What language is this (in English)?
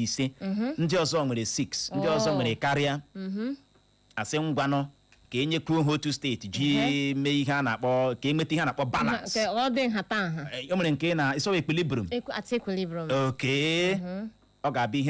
Igbo